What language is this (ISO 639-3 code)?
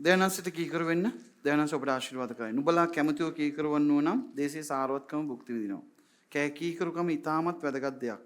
sin